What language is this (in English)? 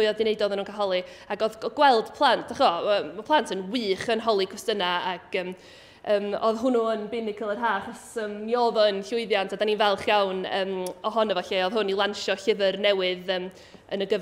Welsh